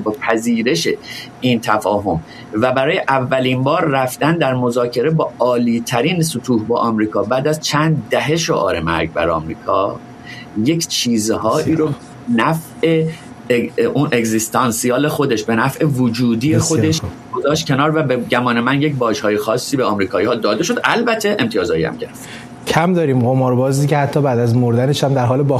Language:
Persian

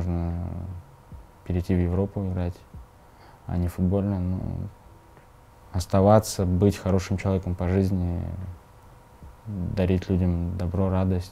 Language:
Russian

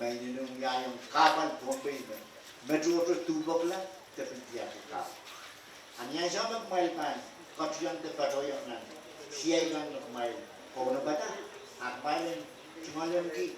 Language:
Pohnpeian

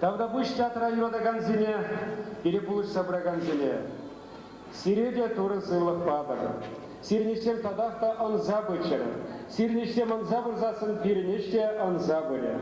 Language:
Chuvash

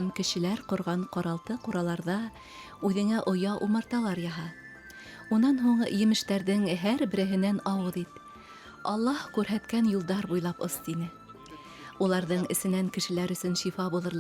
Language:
Bashkir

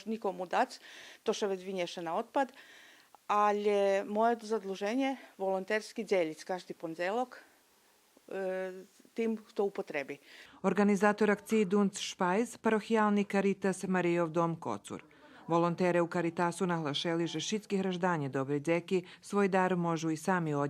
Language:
Rusyn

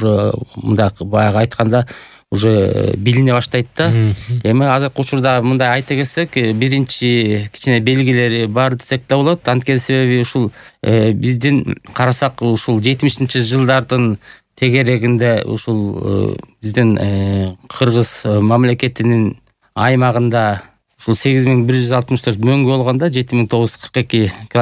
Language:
Kyrgyz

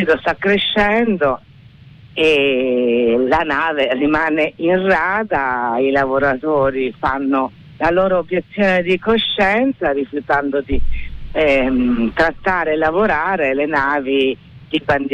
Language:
Italian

